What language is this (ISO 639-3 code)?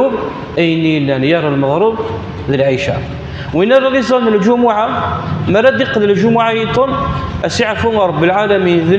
kab